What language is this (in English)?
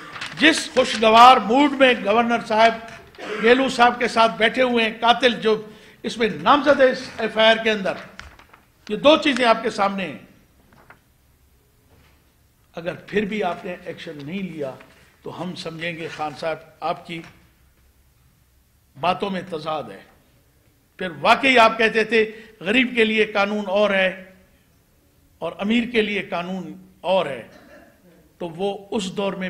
Urdu